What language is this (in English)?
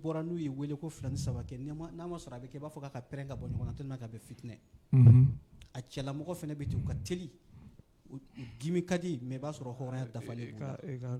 Bambara